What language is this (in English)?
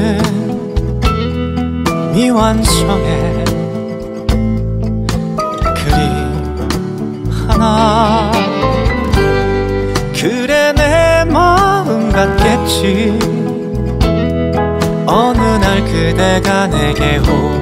Korean